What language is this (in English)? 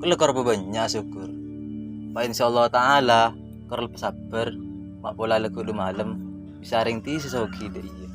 Madurese